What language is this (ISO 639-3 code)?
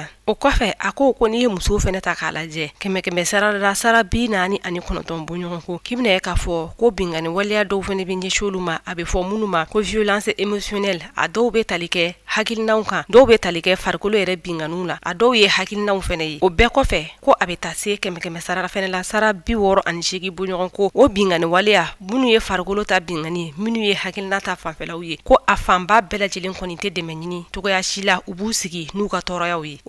bam